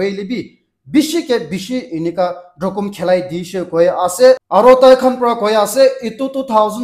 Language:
Naga Pidgin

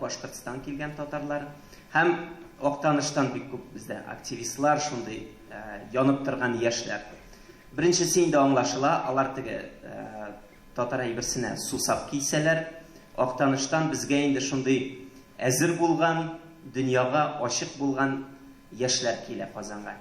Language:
Tatar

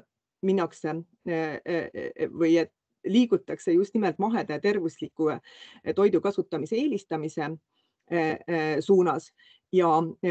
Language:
Estonian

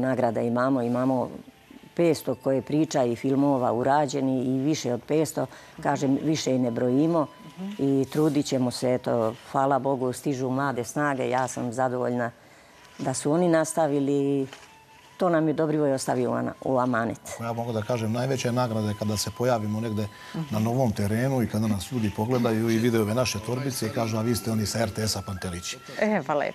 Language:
Serbian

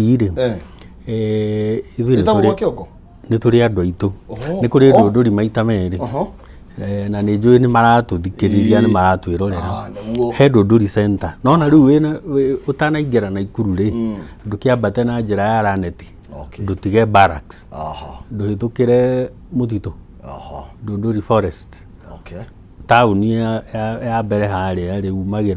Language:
Kikuyu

